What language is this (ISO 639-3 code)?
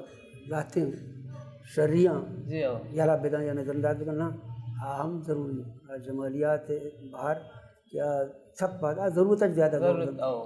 bal